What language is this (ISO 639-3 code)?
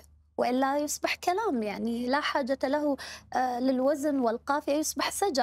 acm